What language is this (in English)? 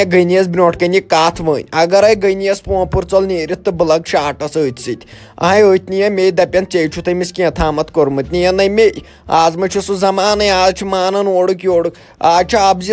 Kashmiri